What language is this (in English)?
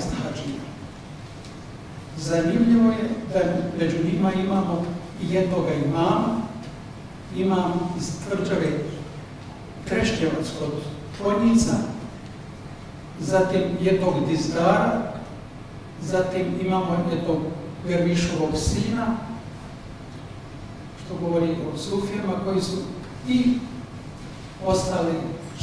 Bosnian